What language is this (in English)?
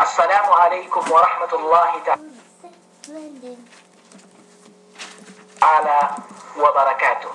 Yakan